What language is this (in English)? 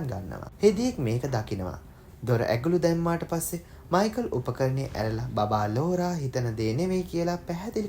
Sinhala